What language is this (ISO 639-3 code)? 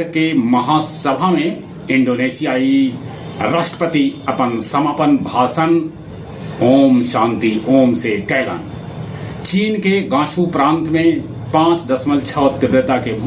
mag